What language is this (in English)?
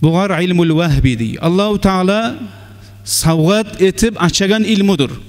Kumyk